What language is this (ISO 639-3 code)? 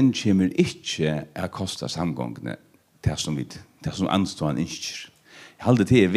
fao